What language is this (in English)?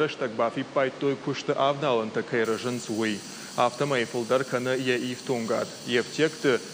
Ossetic